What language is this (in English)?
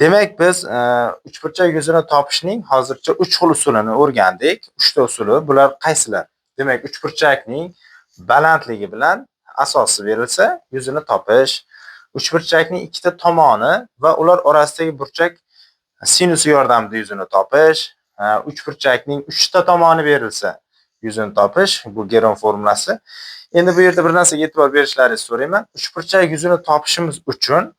Uzbek